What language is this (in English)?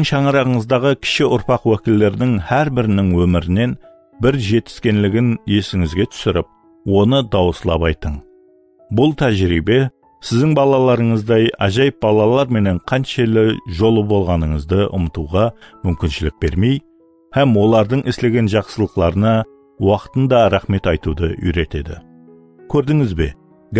Kara-Kalpak